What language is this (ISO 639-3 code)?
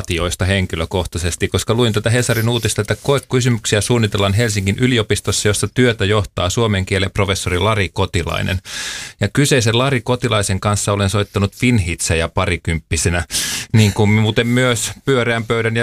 fin